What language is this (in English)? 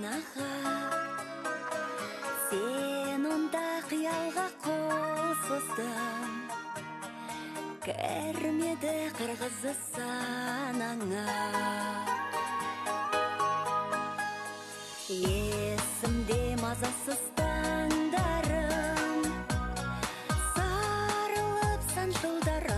Kazakh